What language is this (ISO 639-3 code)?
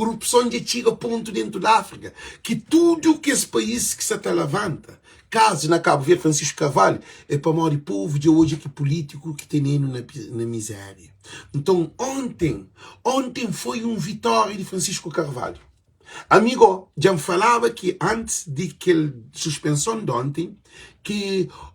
kea